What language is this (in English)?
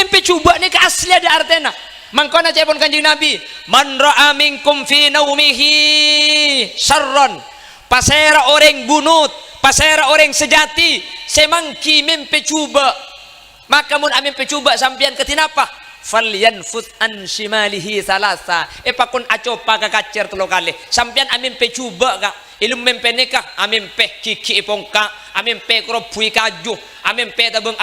Madurese